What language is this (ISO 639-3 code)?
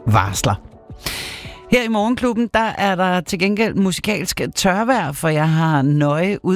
dan